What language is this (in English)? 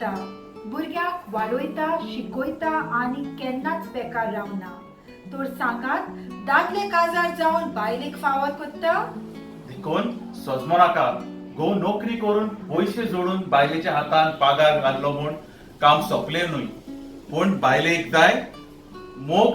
Konkani